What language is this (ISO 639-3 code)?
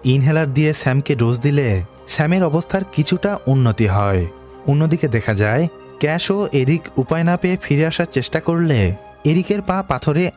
ben